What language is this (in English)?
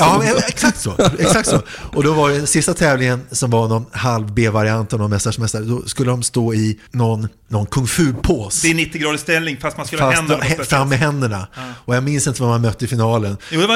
Swedish